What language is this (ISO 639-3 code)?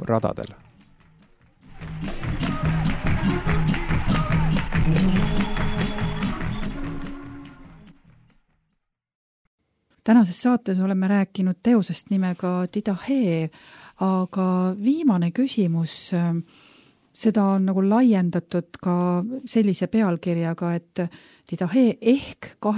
est